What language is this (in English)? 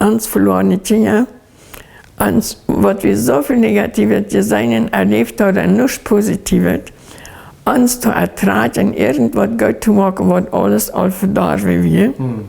Plautdietsch